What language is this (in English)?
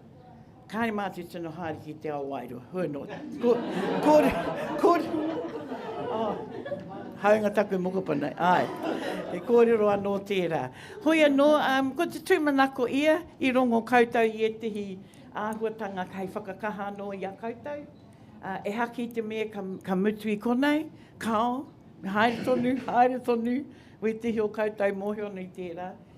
Māori